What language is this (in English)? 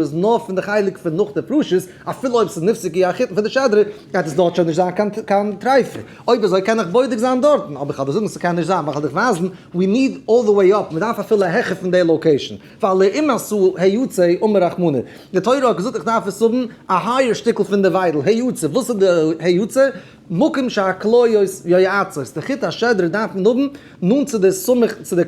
Yiddish